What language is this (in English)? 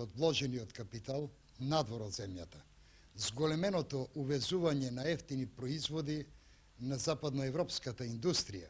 Macedonian